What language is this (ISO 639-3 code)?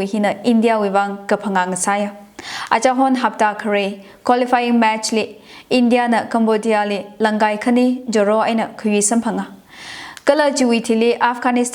nmf